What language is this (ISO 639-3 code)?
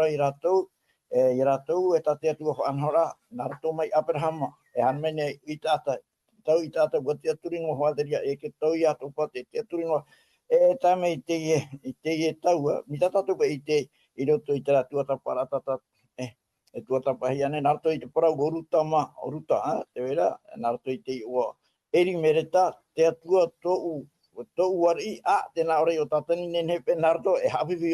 tah